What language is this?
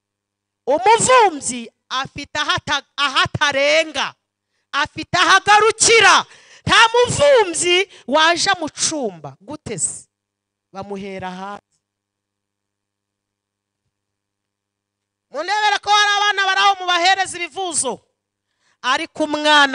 Kinyarwanda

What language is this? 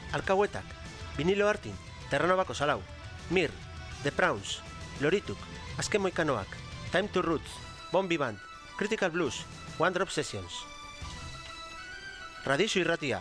Basque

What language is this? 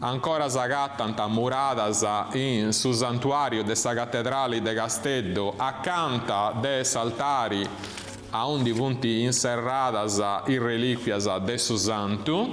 Sardinian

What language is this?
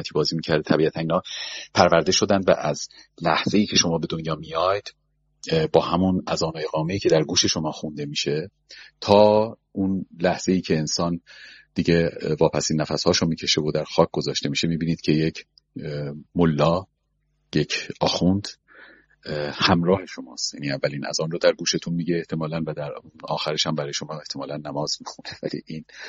Persian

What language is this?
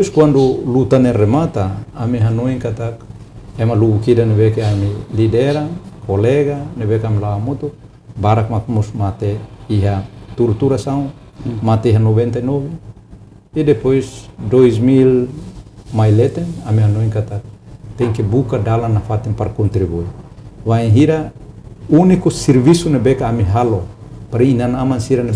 Tetum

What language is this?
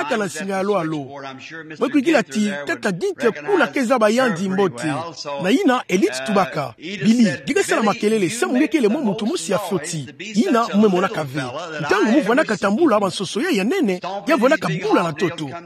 Kituba (Democratic Republic of Congo)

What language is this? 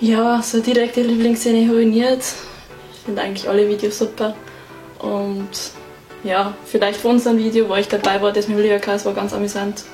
Bavarian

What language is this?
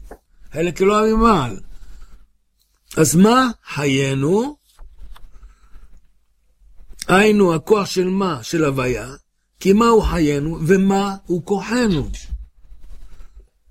Hebrew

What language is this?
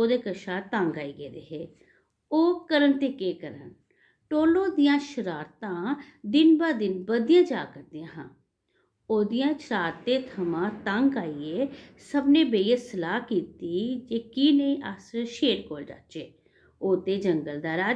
Dogri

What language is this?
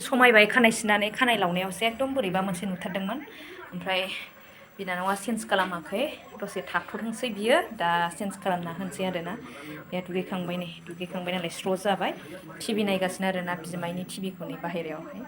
Bodo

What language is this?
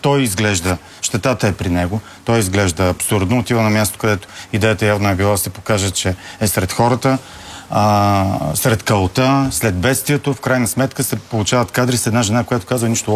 Bulgarian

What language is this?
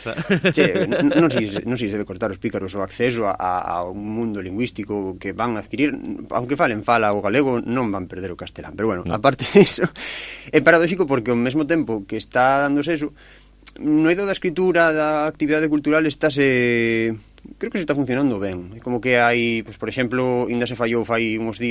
Galician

